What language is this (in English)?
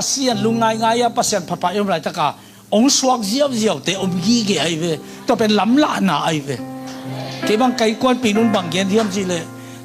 Tedim Chin